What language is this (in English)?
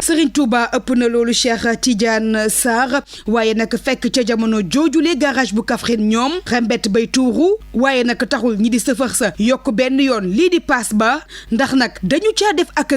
Wolof